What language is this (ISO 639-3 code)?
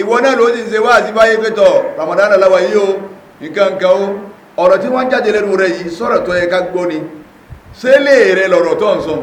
yor